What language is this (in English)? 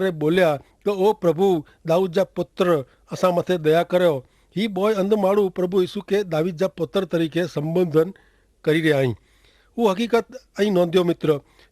Kachhi